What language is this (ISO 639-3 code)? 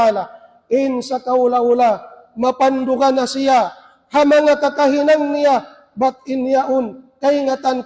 tsg